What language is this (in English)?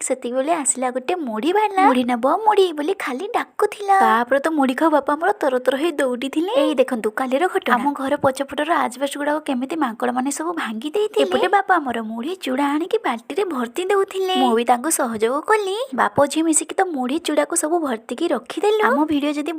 Odia